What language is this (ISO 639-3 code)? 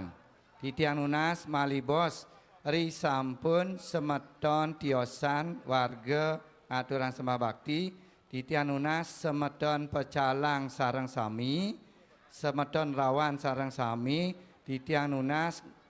ban